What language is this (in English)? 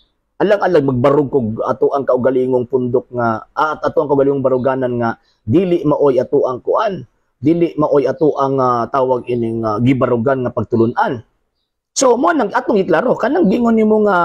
Cebuano